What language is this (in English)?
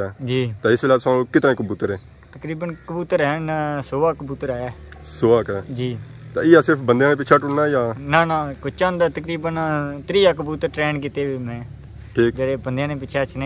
Pahari-Potwari